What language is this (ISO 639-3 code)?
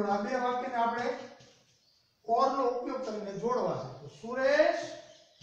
guj